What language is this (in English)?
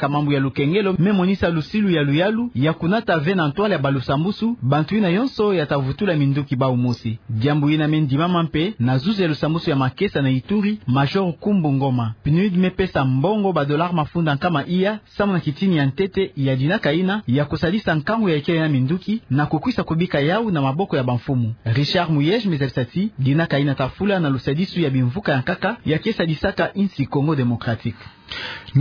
Kituba (Democratic Republic of Congo)